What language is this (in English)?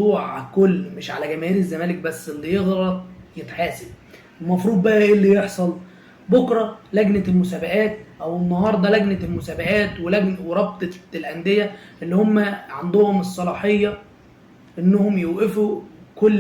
Egyptian Arabic